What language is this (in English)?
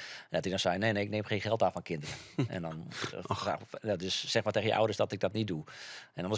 Western Frisian